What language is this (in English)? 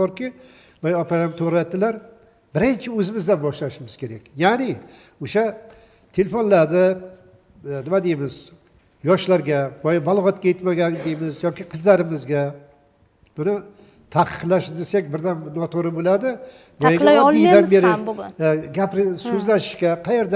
Uzbek